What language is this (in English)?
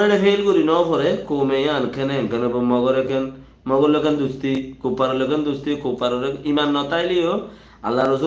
Rohingya